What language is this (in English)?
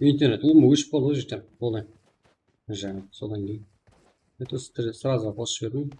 Kara-Kalpak